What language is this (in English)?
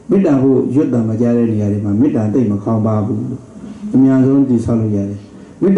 Burmese